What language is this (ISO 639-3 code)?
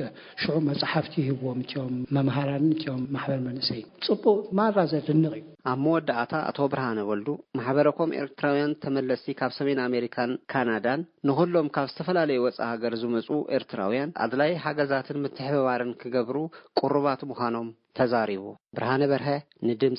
tir